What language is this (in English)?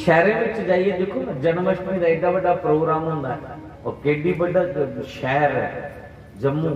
Dogri